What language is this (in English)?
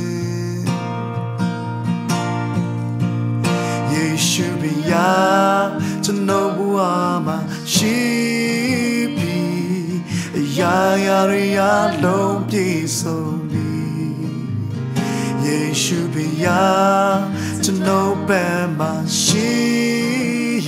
Burmese